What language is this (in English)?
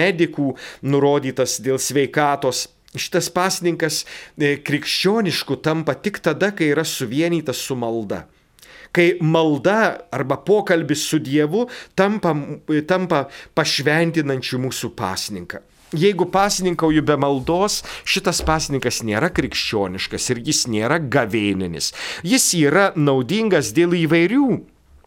Lithuanian